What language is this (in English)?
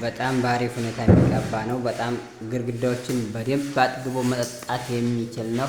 Amharic